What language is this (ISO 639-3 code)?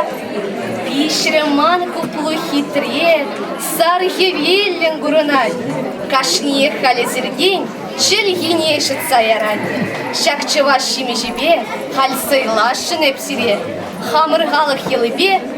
chv